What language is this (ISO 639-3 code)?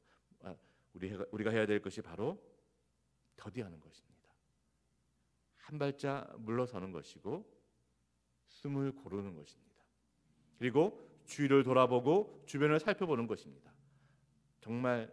kor